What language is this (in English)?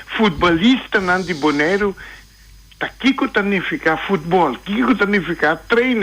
Papiamento